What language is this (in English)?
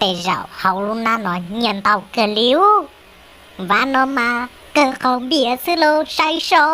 Hmong